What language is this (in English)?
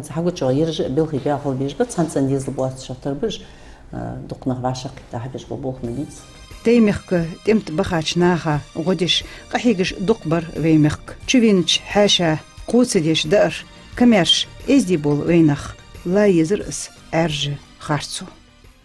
Ingush